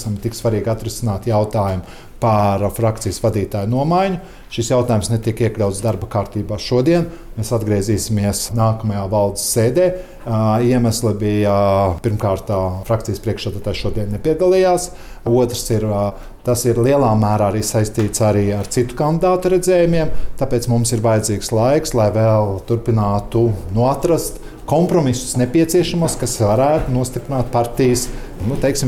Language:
Latvian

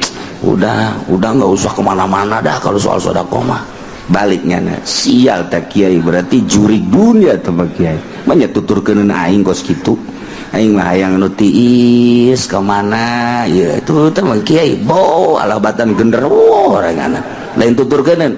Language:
Sundanese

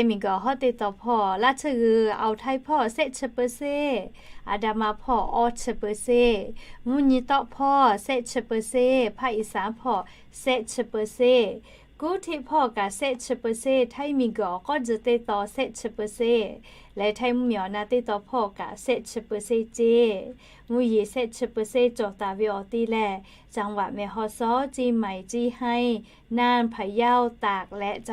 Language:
Lahu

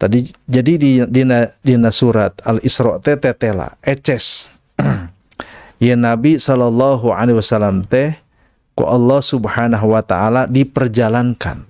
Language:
Sundanese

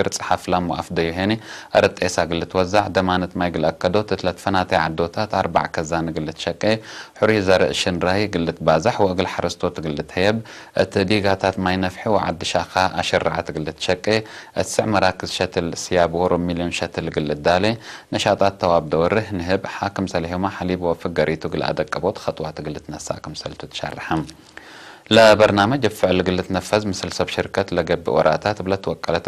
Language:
Tigre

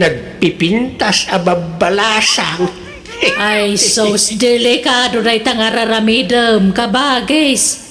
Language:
Iloko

